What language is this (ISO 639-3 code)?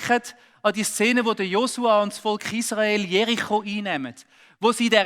gsw